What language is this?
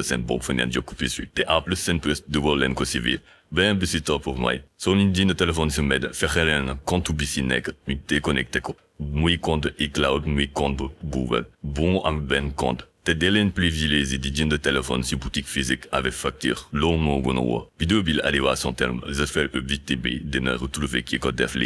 Wolof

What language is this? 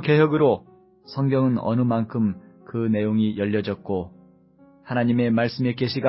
Korean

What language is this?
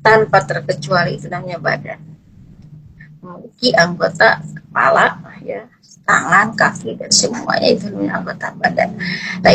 Indonesian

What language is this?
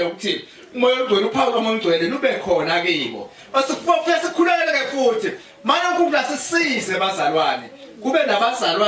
Zulu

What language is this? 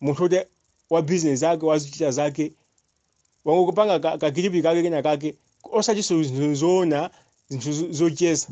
Nyanja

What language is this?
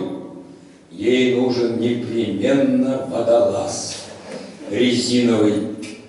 Russian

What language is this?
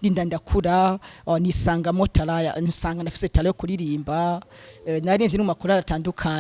Rundi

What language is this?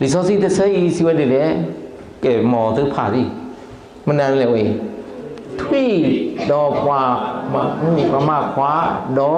S'gaw Karen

